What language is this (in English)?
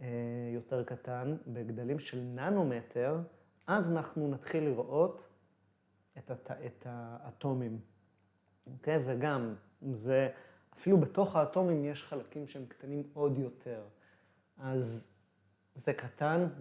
Hebrew